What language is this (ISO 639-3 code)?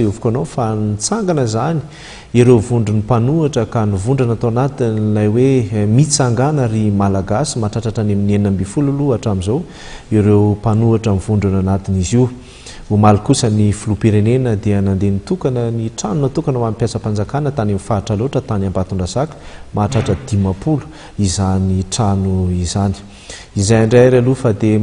mlg